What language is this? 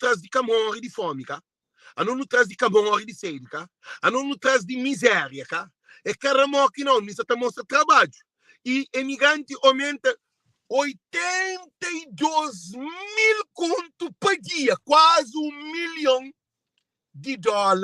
Kabuverdianu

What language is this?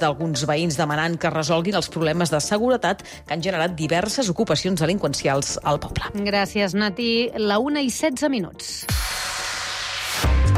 Catalan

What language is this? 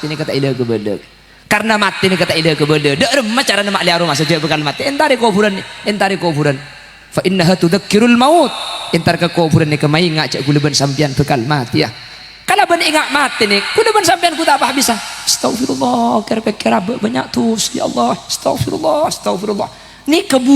Madurese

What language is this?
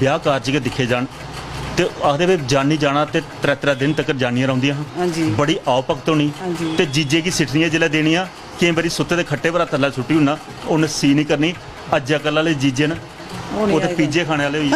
Dogri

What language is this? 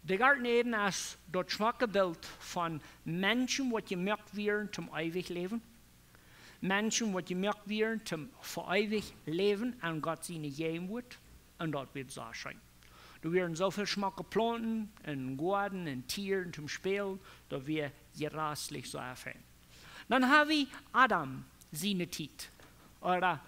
Plautdietsch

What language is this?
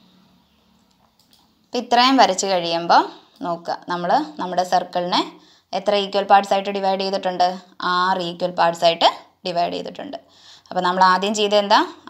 Malayalam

